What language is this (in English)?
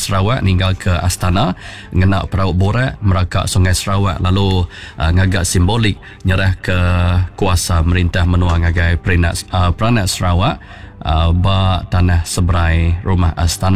Iban